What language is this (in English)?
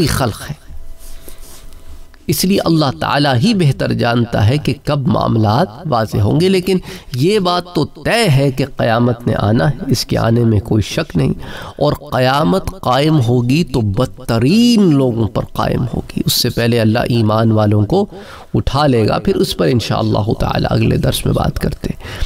Urdu